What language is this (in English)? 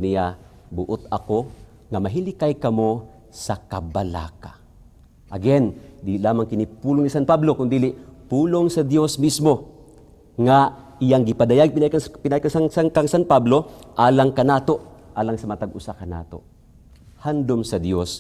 Cebuano